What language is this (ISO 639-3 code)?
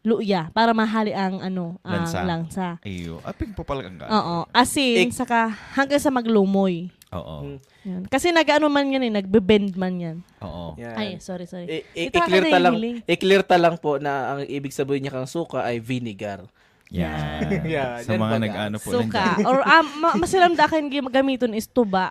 bik